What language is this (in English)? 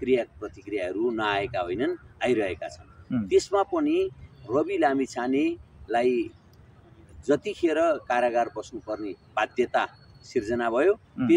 Nepali